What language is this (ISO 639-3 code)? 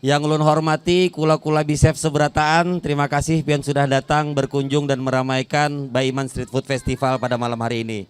bjn